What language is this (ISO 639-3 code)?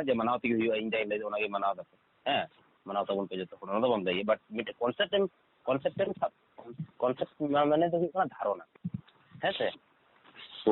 sat